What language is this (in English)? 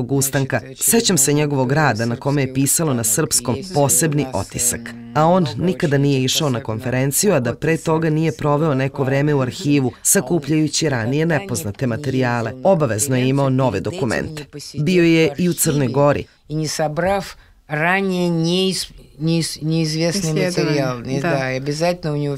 Serbian